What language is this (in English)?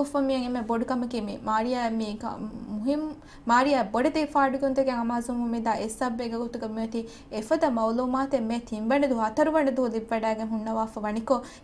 Divehi